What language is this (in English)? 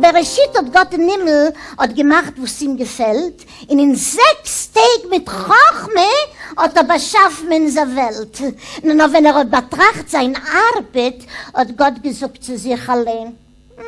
Yiddish